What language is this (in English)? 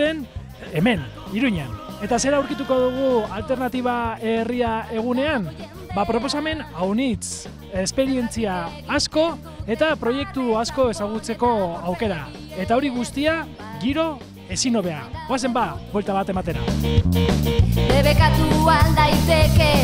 Basque